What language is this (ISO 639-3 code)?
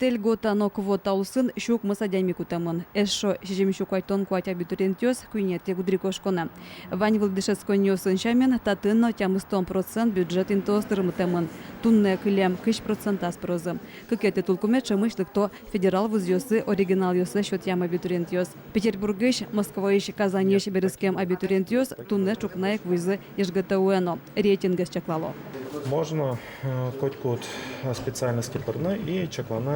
udm